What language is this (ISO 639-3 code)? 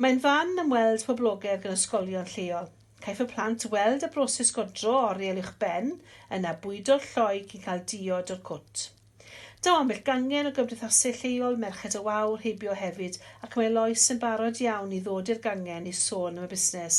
cym